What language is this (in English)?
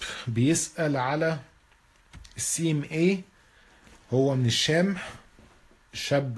Egyptian Arabic